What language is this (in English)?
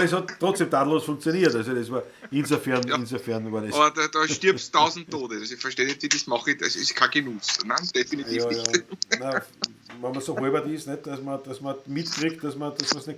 Bavarian